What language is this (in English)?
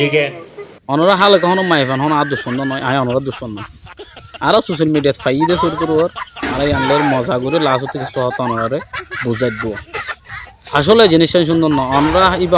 Rohingya